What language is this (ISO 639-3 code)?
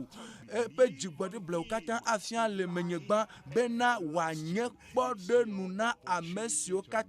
ewe